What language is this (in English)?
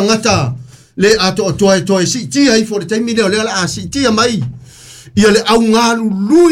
Samoan